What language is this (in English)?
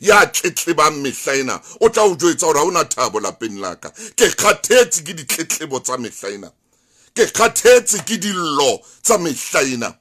Southern Sotho